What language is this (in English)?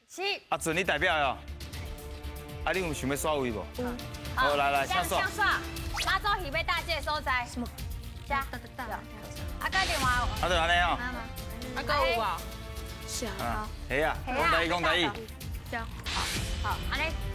Min Nan Chinese